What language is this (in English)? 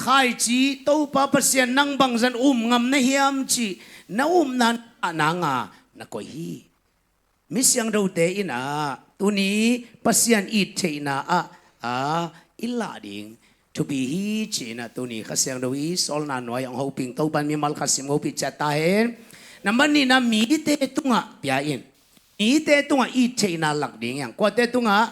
Tedim Chin